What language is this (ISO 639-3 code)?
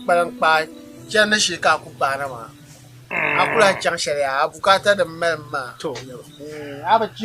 dag